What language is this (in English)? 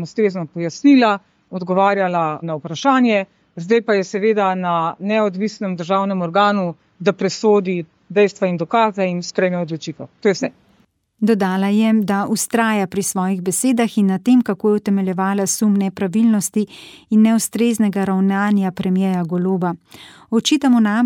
Slovenian